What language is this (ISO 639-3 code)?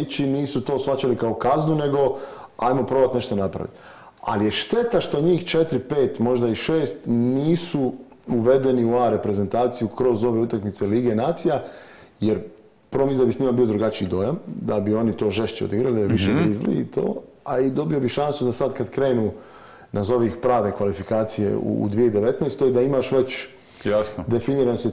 hrv